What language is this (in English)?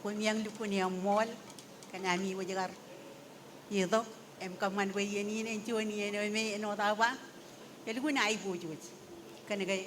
Marshallese